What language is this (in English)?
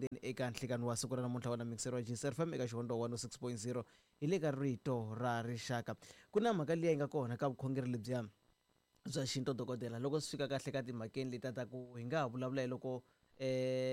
Tsonga